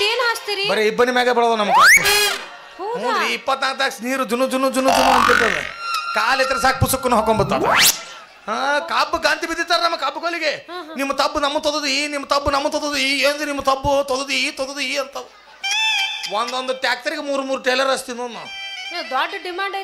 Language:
Kannada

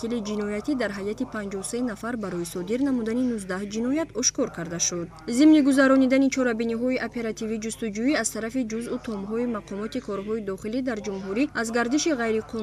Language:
Tajik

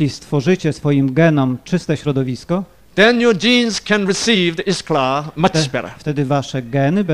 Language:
Polish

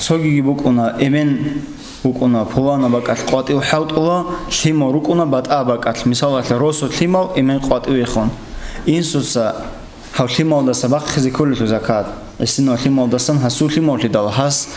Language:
Avaric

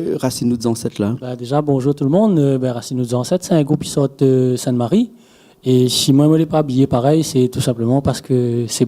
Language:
Réunion Creole French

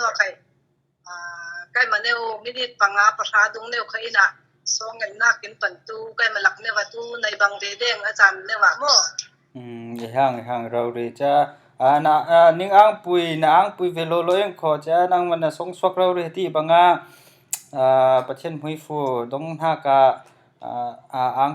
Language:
Falam Chin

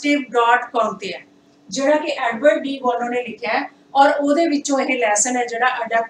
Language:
Punjabi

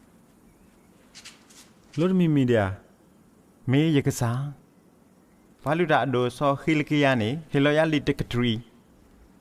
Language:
S'gaw Karen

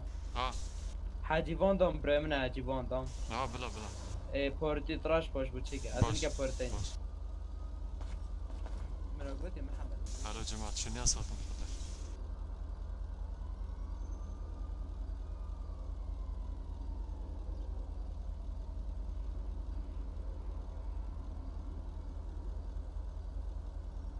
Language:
Persian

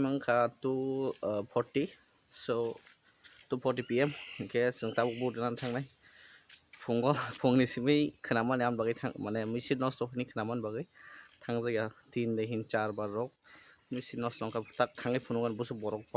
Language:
Kok Borok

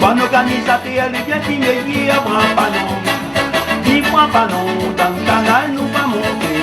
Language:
Réunion Creole French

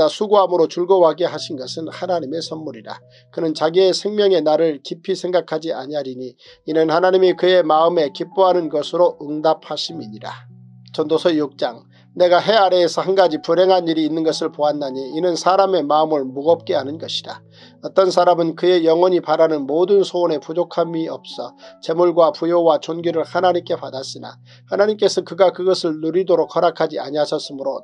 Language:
Korean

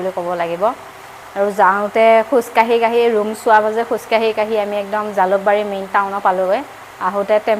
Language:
Assamese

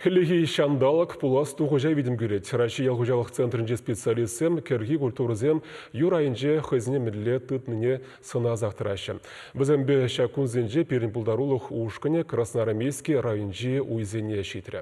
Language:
Chuvash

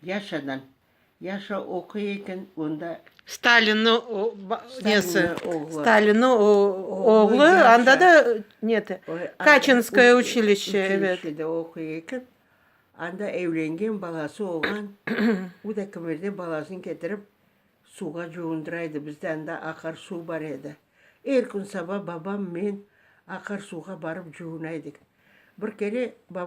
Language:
Crimean Tatar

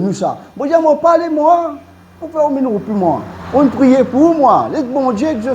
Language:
Morisyen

